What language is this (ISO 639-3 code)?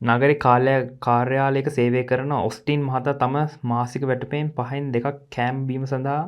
sin